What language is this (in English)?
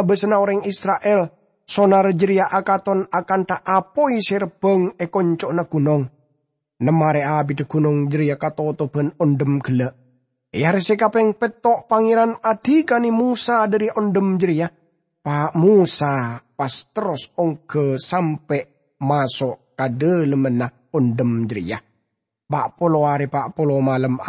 Madurese